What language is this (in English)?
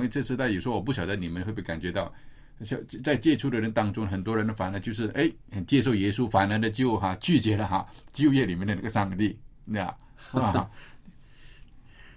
Chinese